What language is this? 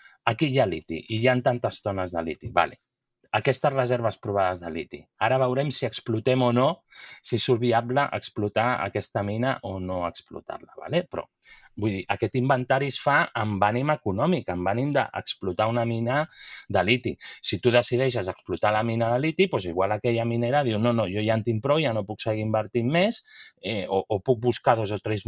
Catalan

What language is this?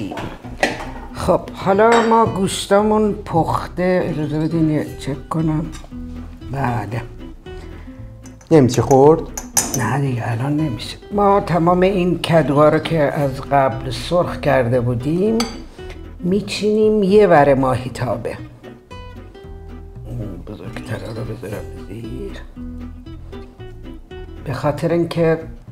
Persian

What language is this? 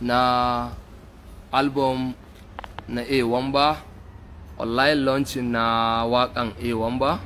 Hausa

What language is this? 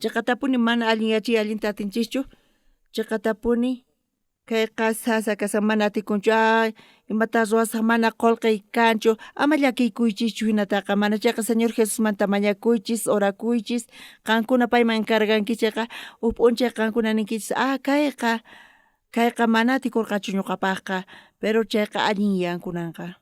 South Bolivian Quechua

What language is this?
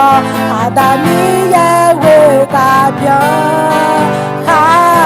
Akha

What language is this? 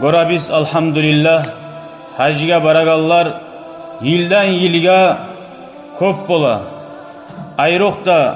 Kumyk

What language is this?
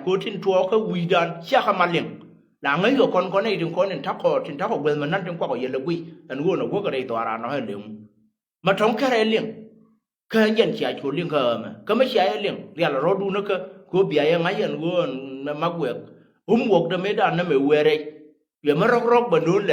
Nuer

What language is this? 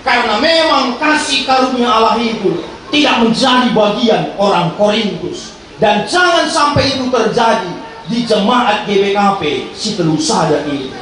Batak Karo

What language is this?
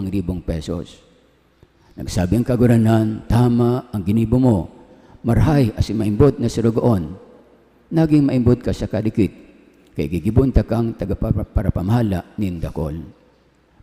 Bikol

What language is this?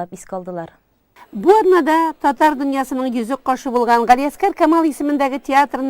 Tatar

